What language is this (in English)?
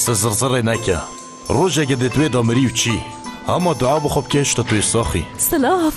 Kurdish